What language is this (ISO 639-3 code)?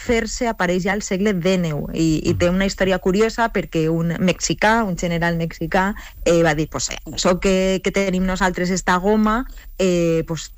cat